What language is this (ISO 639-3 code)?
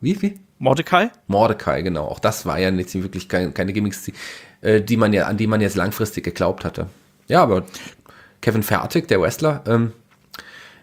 deu